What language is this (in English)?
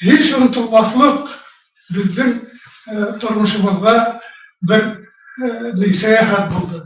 Bashkir